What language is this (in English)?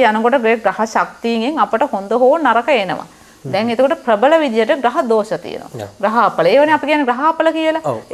Sinhala